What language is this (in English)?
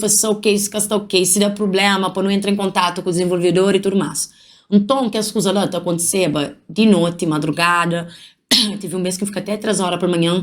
Kabuverdianu